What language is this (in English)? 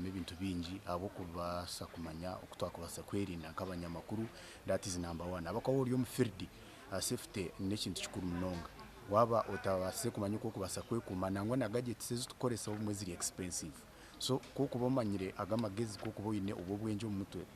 Nyankole